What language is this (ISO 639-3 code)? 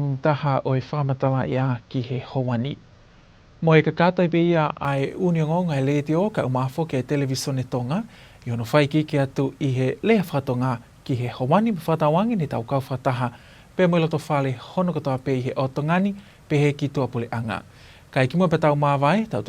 ton